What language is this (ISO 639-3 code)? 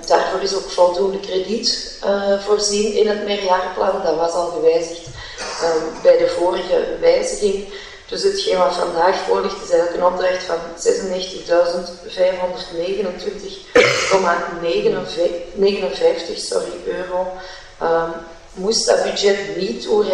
nld